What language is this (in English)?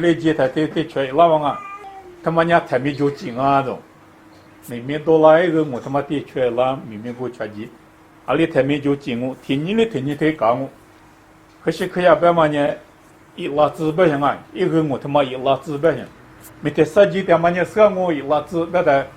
Lisu